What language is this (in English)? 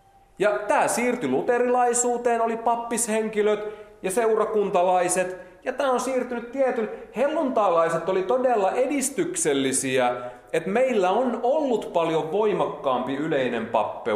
Finnish